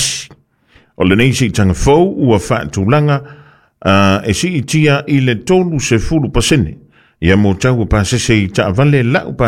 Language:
Samoan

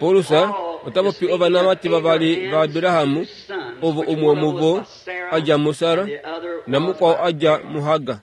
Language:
Kuanyama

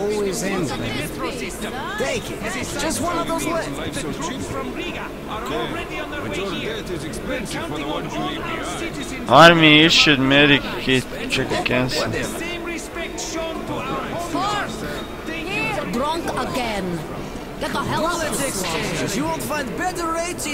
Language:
Croatian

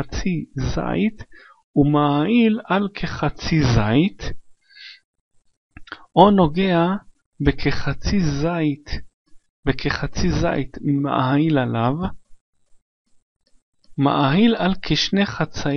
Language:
Hebrew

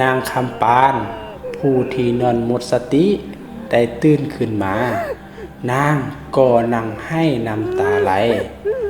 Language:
Lao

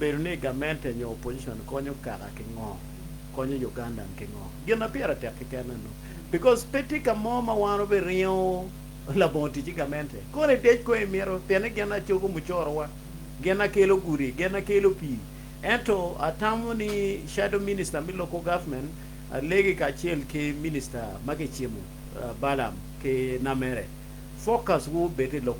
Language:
Acoli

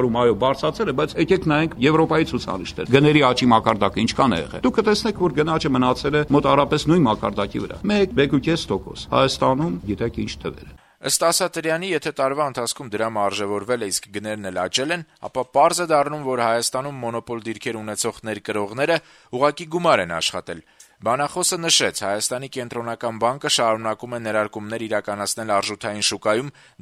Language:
Armenian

